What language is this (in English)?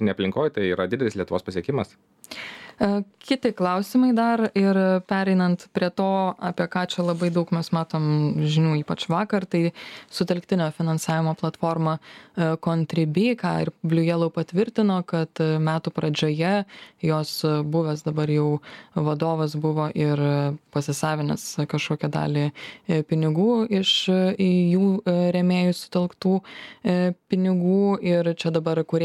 Lithuanian